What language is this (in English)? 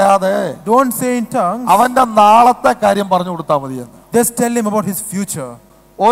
Malayalam